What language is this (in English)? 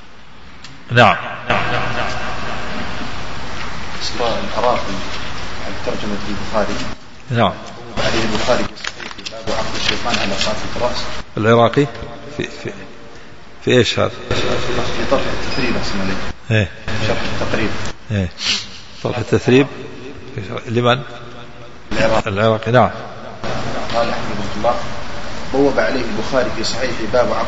Arabic